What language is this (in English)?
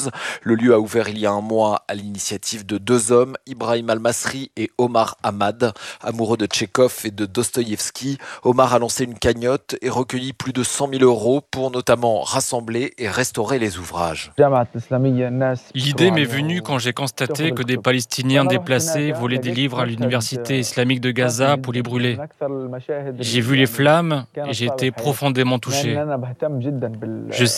French